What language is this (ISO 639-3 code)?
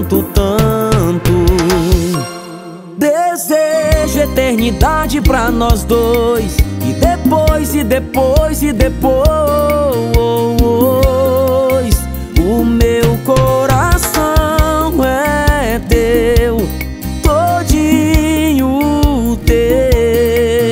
por